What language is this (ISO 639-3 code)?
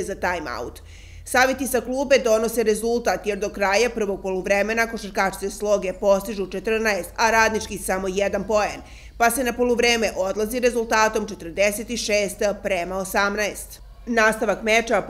srp